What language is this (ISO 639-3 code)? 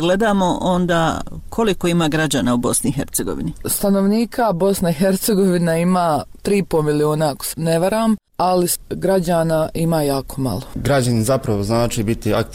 bos